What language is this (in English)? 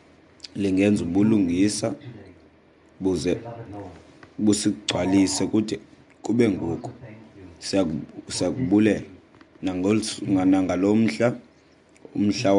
Xhosa